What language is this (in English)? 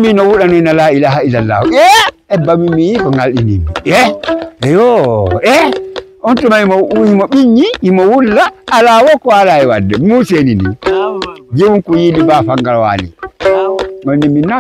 Fula